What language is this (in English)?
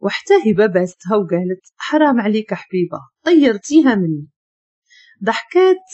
Moroccan Arabic